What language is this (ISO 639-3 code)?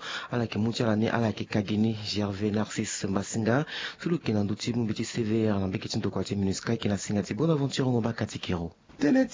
sag